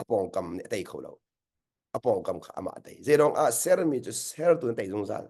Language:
Hakha Chin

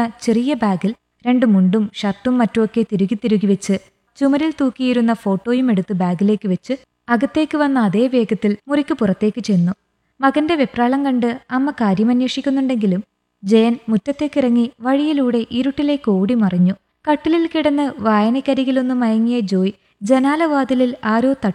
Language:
Malayalam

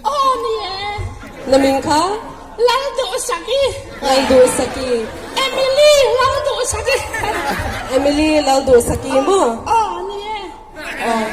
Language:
Paite Chin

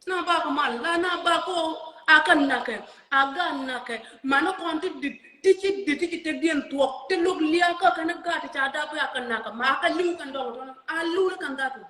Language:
Nuer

